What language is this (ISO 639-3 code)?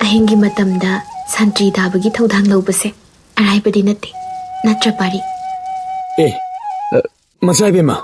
mni